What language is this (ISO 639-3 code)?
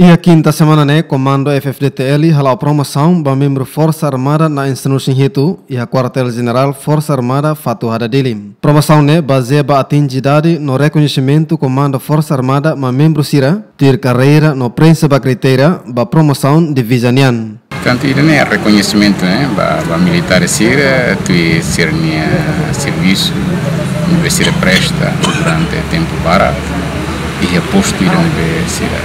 tet